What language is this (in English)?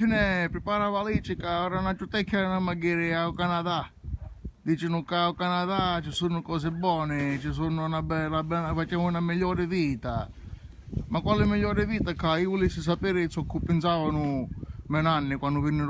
Sicilian